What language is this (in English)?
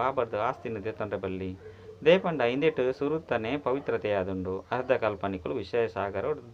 Tulu